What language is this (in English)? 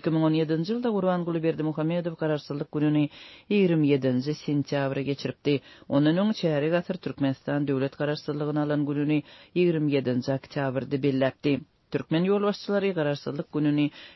Turkmen